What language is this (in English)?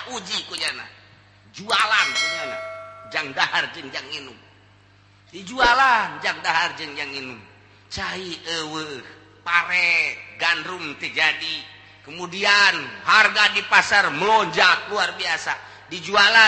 Sundanese